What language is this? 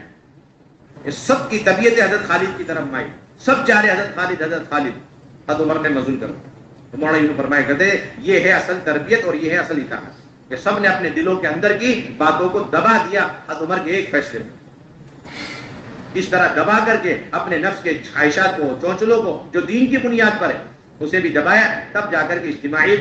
Urdu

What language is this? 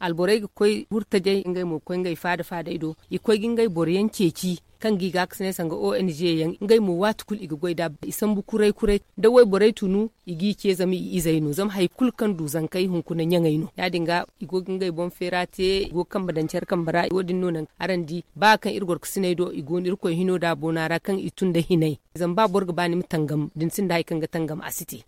Zarma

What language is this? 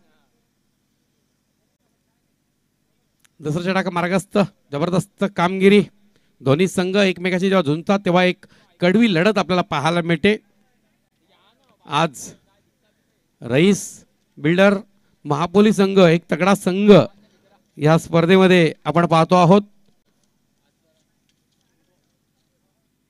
Marathi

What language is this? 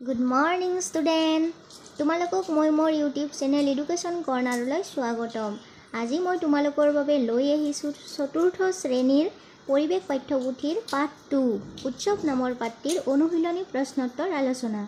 Assamese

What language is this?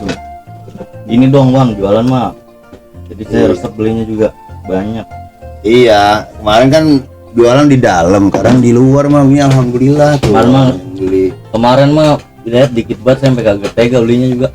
Betawi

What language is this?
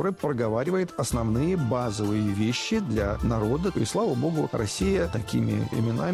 Russian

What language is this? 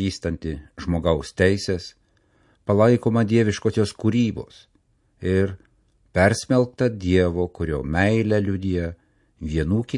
Lithuanian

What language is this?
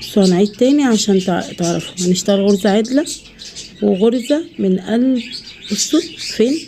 Egyptian Arabic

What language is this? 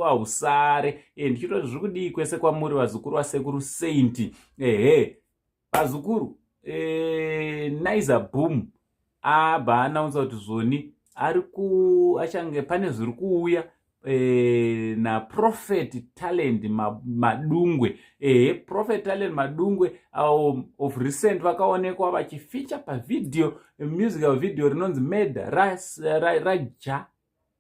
Shona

